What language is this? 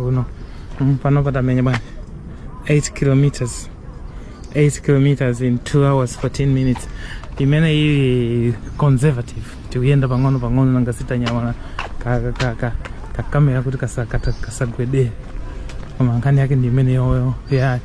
Nyanja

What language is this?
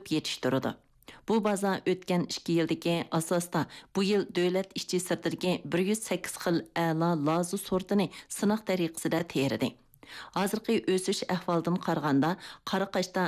Uyghur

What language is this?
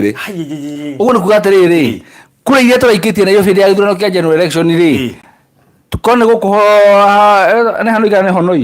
Kikuyu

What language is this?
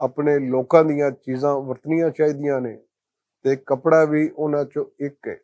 Western Panjabi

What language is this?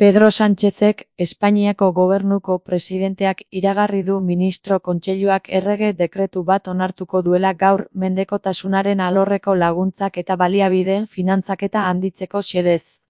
Basque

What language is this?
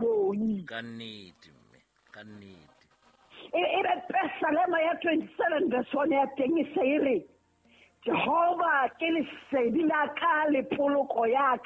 Southern Sotho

